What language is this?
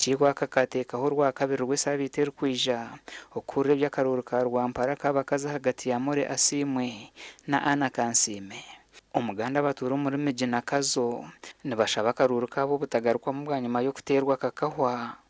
Nyankole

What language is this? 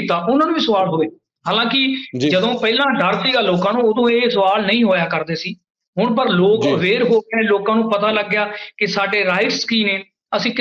Punjabi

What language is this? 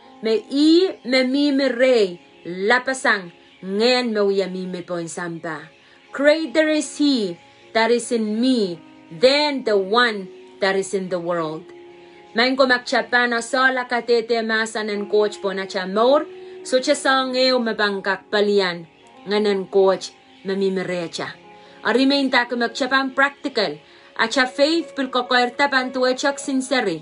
Pohnpeian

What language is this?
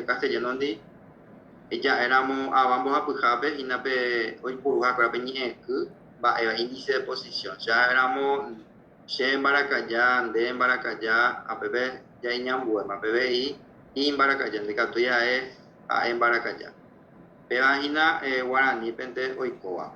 Guarani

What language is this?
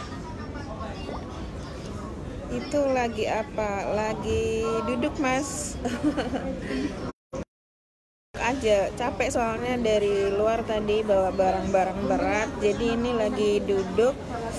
Indonesian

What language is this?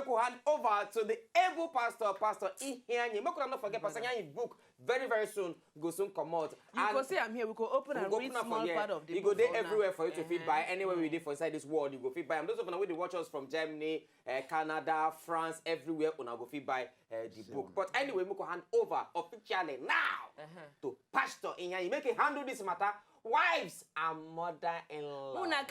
Nigerian Pidgin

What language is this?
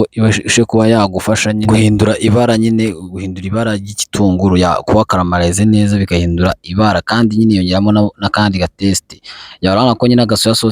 Kinyarwanda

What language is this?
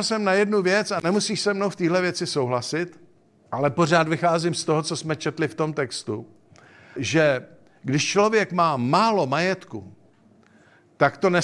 Czech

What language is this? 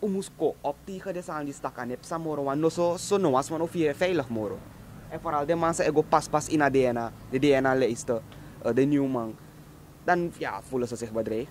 Sranan Tongo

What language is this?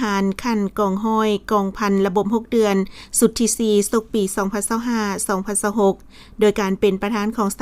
Lao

